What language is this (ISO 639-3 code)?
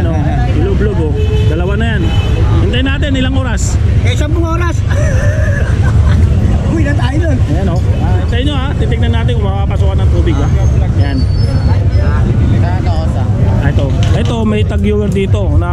fil